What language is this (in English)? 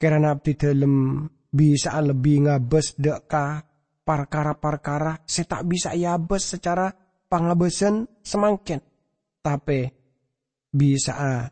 Madurese